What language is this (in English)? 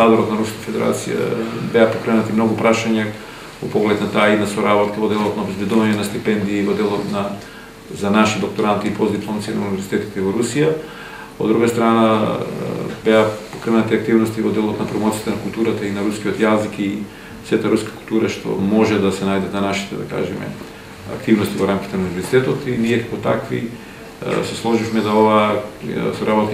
Macedonian